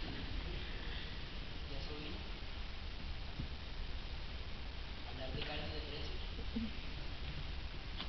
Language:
Spanish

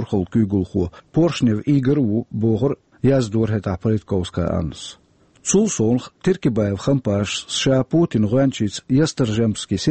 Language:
Chechen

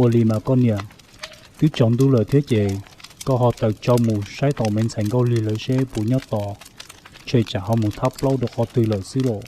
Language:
Hmong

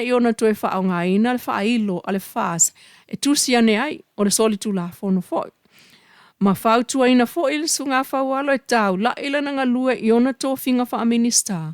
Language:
Samoan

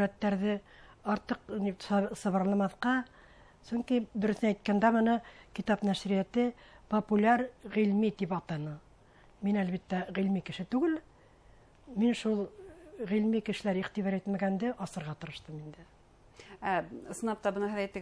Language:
Bashkir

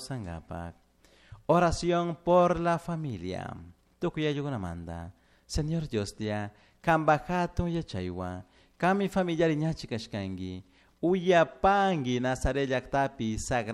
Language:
Chimborazo Highland Quichua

